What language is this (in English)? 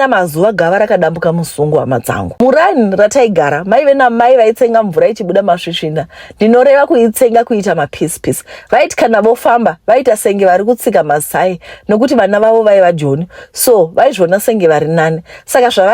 Shona